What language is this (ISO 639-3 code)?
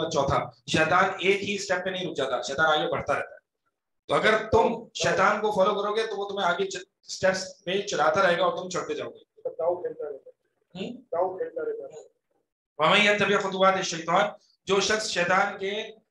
urd